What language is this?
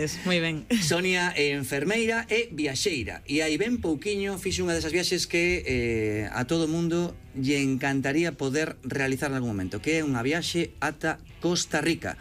Galician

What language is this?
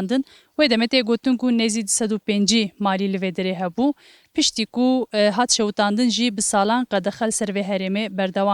Kurdish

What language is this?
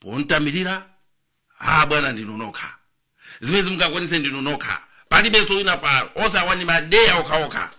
Nyanja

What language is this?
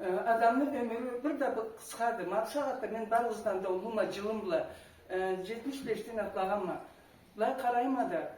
Karachay-Balkar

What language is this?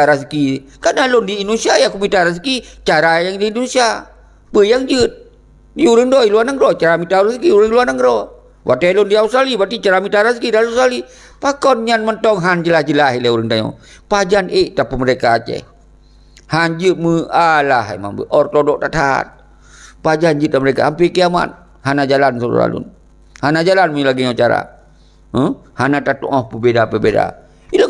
Achinese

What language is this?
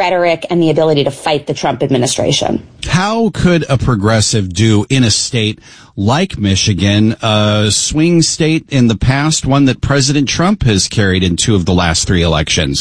English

